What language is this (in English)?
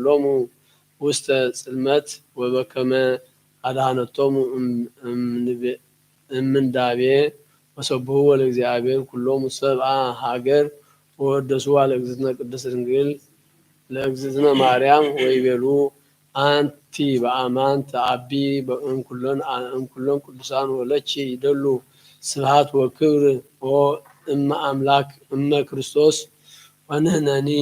Geez